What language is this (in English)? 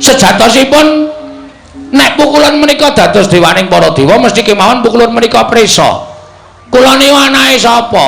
Javanese